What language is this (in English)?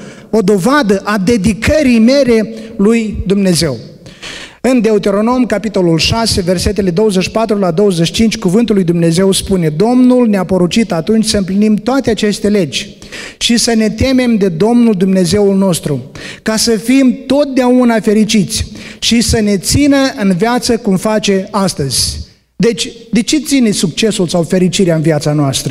Romanian